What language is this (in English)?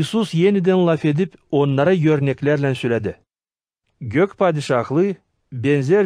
Gagauz